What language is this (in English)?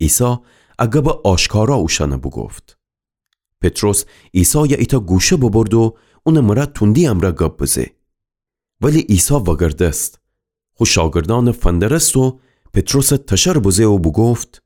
Gilaki